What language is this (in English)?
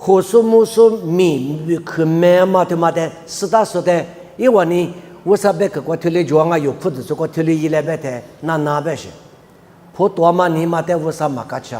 Lisu